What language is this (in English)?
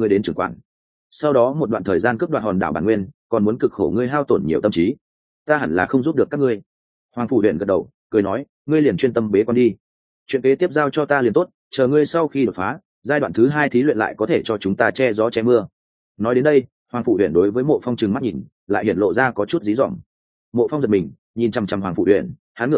Vietnamese